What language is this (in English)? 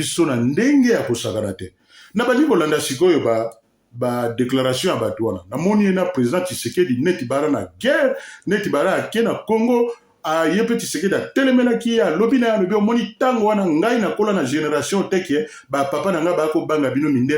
Lingala